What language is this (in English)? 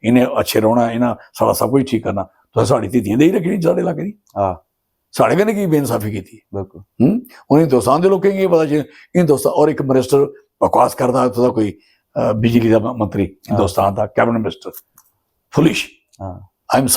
Dogri